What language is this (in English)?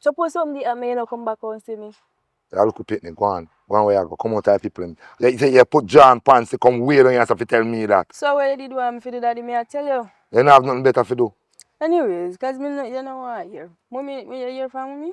Jamaican Creole English